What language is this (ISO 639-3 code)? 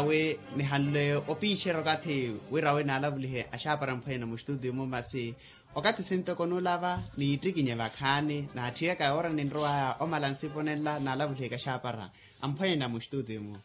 vmw